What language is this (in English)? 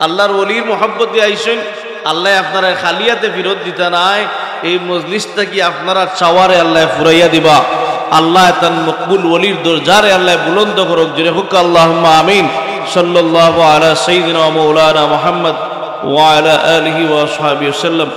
Sylheti